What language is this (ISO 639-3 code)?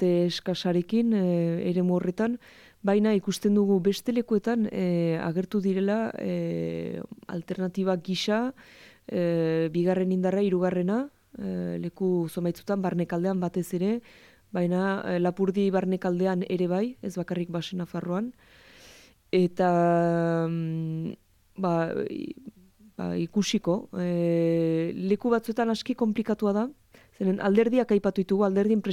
eus